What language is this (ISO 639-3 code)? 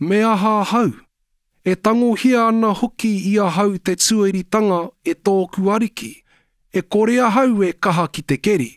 mri